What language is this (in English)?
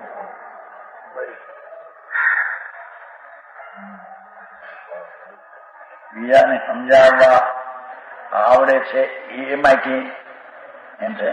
Gujarati